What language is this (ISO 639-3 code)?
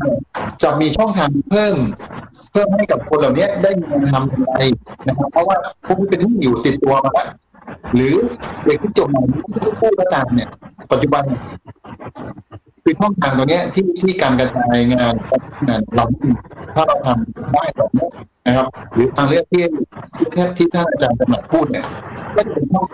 tha